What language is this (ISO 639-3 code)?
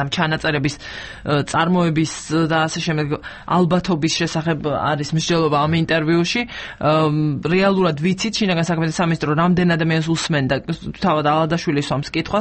kat